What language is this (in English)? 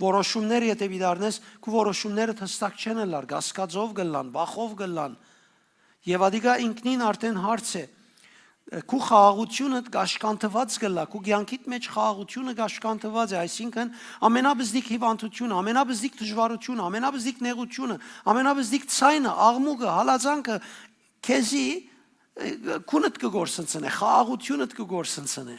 Western Armenian